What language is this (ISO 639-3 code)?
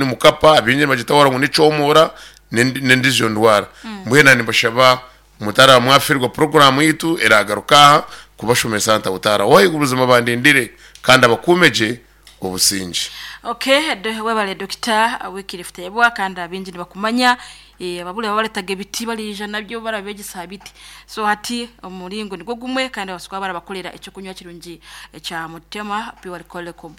nyn